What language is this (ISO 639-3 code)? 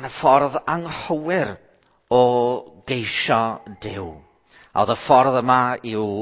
cym